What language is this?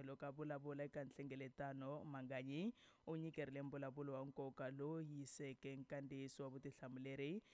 Tsonga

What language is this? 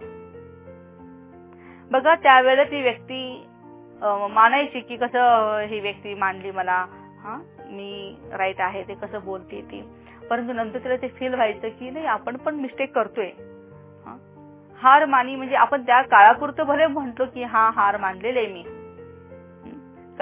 Marathi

